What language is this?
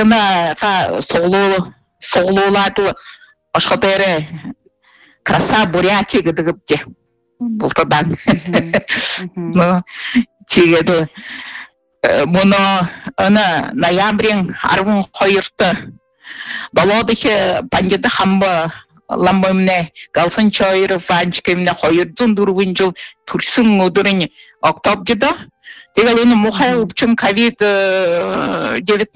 Buriat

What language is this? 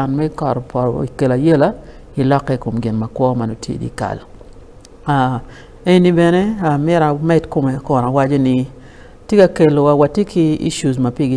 Acoli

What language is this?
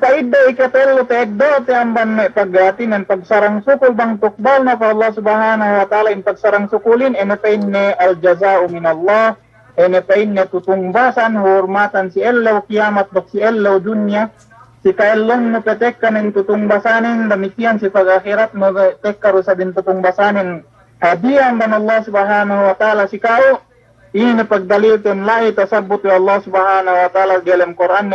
Yakan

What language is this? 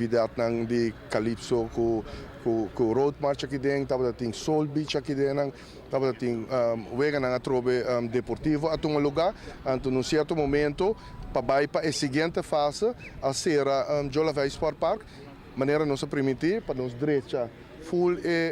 Papiamento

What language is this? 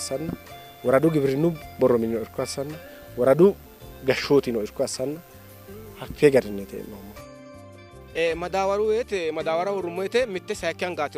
Sidamo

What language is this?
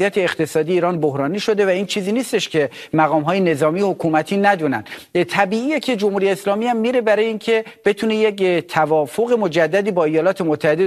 Persian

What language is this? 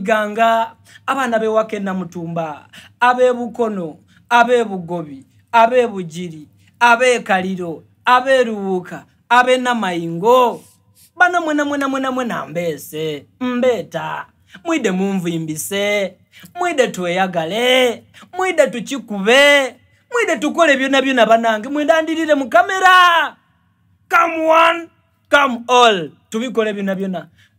Soga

